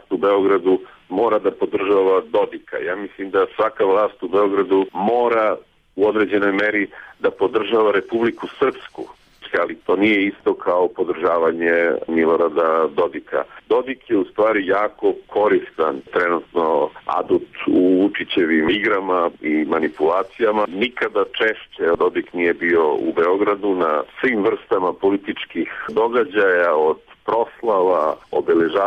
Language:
Serbian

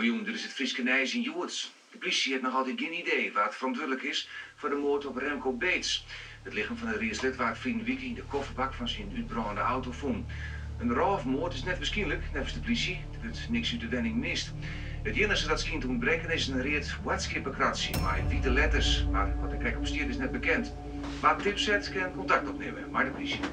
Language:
Western Frisian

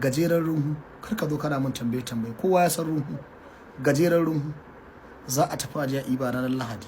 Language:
Hausa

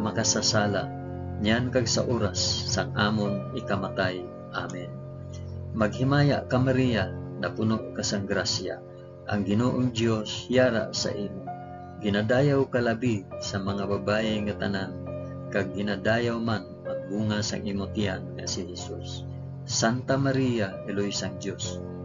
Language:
Hiligaynon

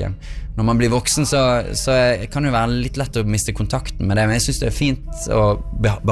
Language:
Norwegian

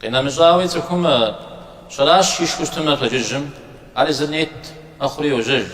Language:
Kabardian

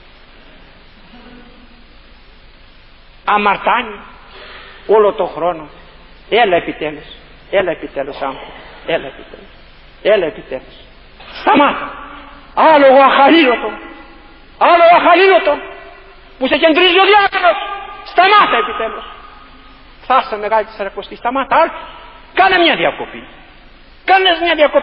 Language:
Greek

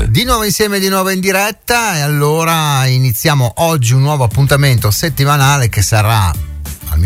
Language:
Italian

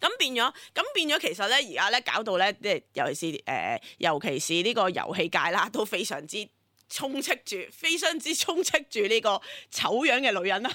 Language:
Cantonese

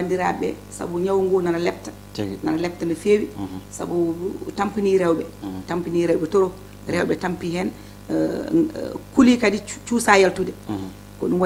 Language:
Fula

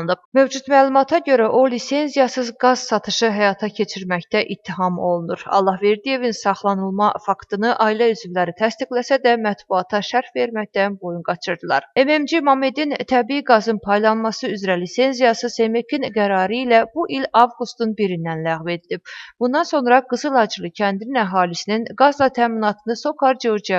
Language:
Azerbaijani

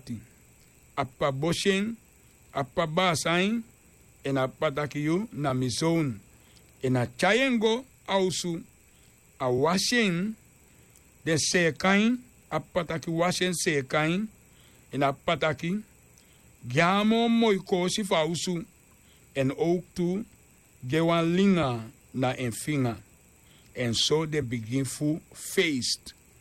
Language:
Sranan Tongo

